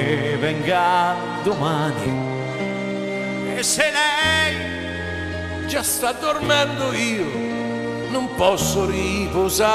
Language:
Italian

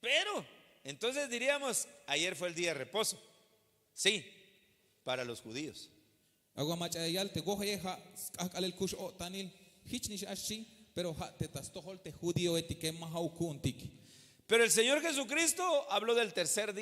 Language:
Tzeltal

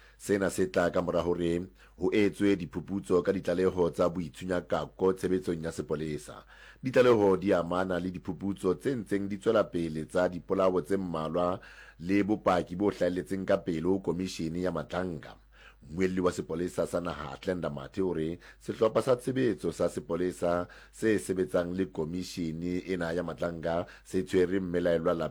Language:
Southern Sotho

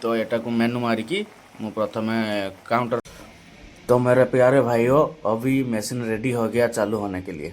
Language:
Odia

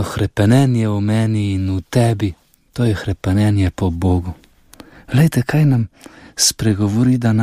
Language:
Slovenian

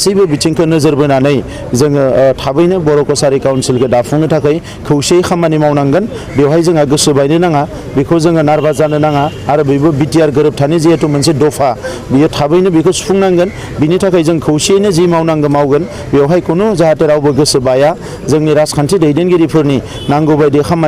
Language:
Bodo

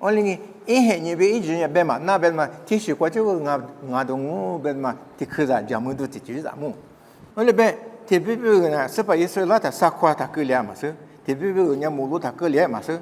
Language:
Lisu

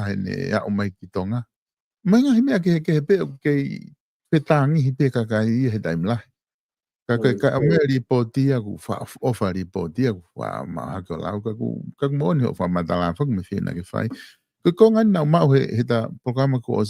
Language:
Tongan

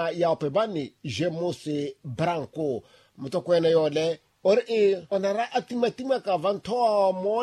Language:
Makhuwa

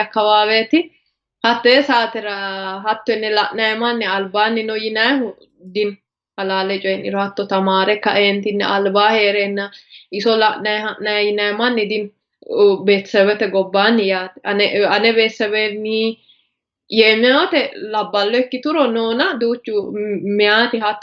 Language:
Sidamo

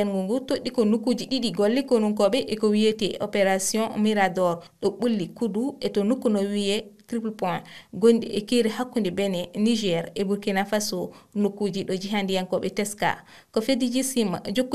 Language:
Fula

